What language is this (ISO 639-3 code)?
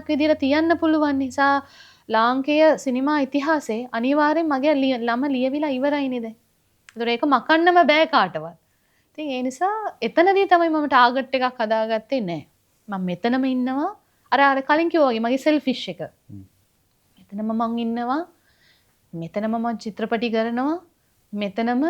sin